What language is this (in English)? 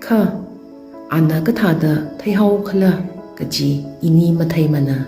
Tangkhul Naga (India)